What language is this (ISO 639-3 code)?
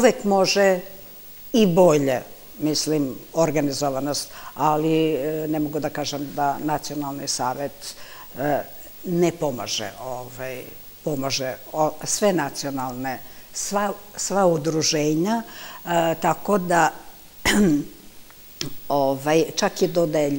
srp